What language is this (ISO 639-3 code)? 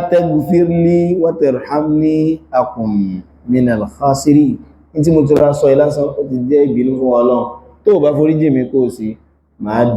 yor